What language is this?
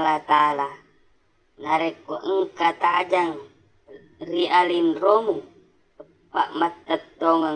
Buginese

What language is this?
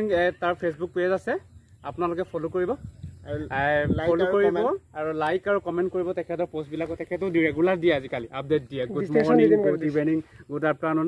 Assamese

